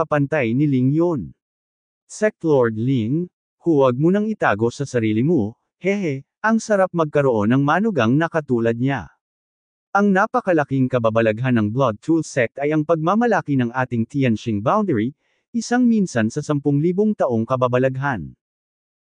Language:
Filipino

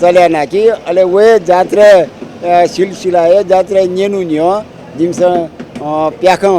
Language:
Newari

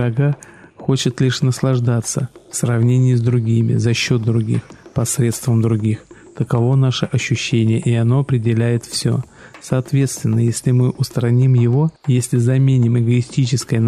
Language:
Russian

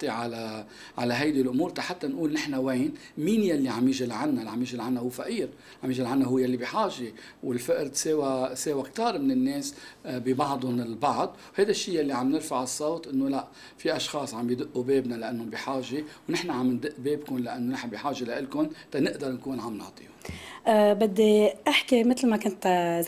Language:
North Levantine Arabic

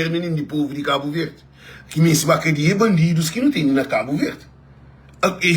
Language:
Kabuverdianu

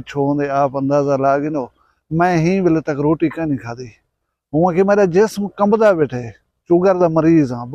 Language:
Saraiki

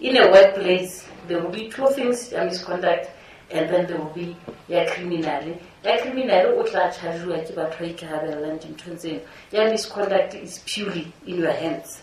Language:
Southern Sotho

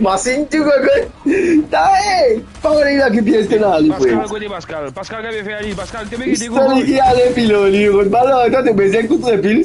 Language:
Morisyen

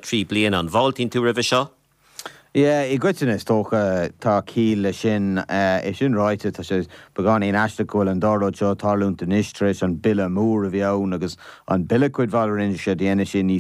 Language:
Irish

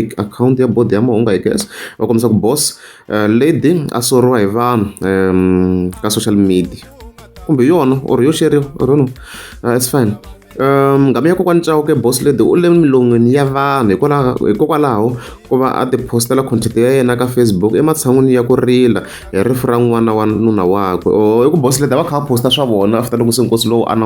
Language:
Tsonga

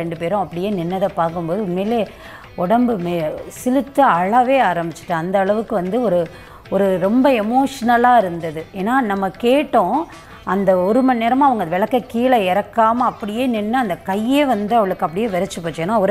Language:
Tamil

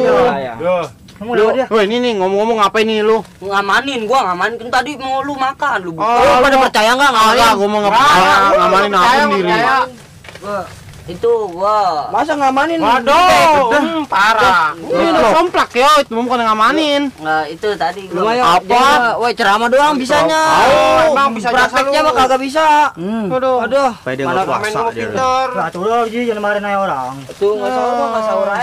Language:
Betawi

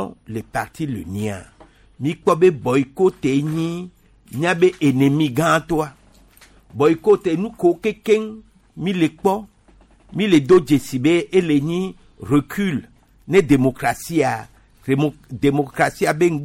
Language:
Gen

